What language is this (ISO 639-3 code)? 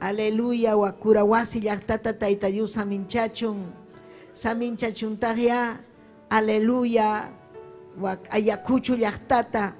quy